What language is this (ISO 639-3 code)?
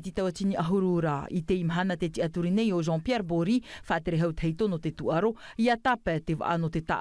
tah